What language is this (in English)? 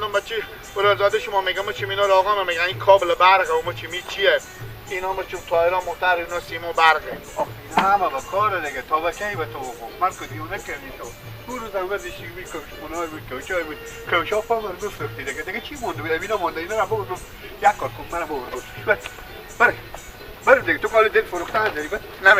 Persian